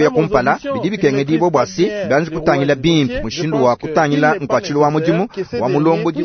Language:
Luba-Lulua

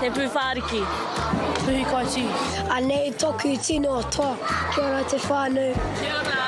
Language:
Māori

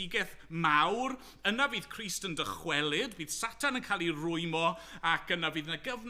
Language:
Welsh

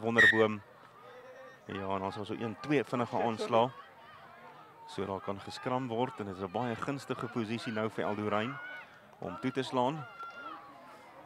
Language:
Afrikaans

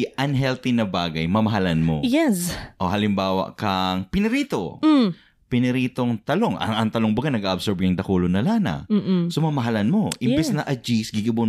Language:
Bikol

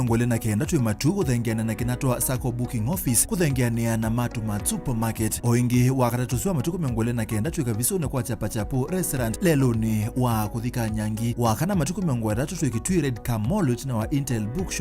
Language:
Kamba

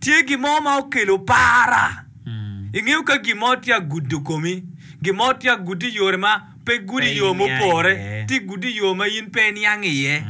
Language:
Acoli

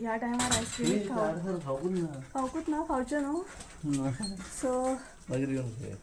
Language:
Konkani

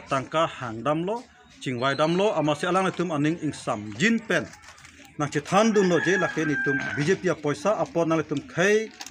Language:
Karbi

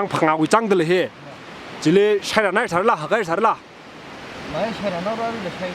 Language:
Tangkhul Naga (India)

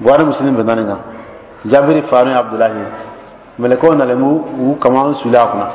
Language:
Dyula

